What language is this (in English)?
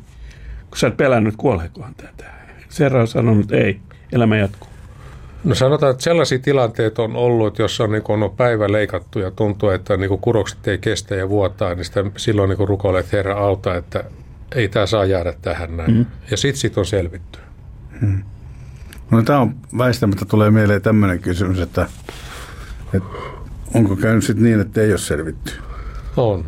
Finnish